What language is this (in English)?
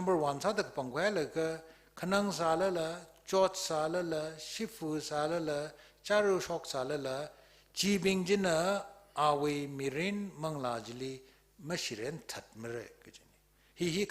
Tangkhul Naga (India)